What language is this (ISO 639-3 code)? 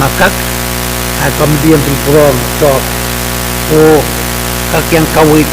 pon